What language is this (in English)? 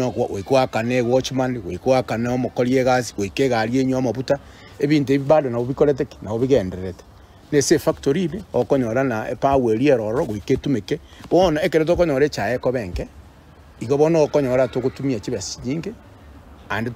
Gusii